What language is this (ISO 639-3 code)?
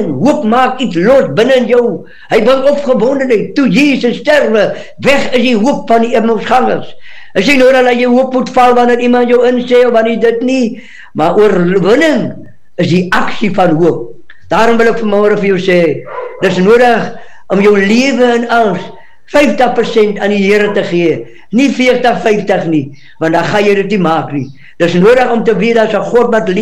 afr